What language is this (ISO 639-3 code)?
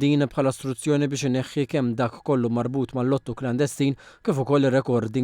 mlt